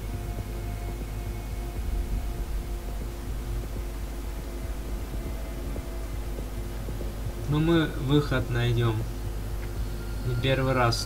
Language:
Russian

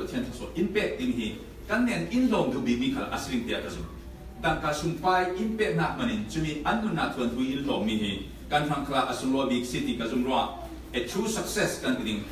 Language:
Falam Chin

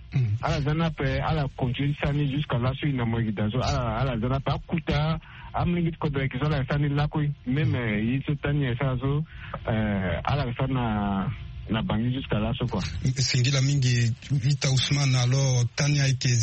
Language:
Sango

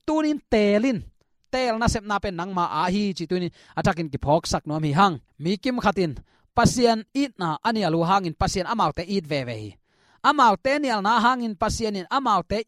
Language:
Tedim Chin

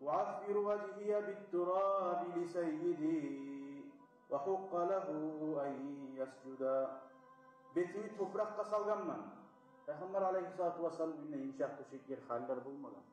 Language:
Kumyk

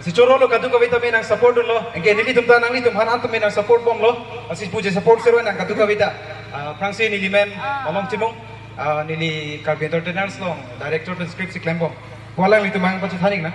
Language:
Karbi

